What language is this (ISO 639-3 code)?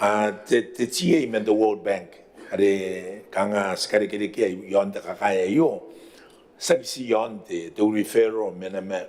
gil